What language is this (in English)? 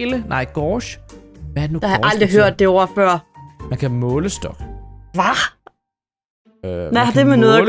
Danish